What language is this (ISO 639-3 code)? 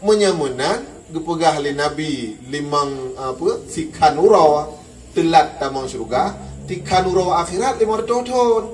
ace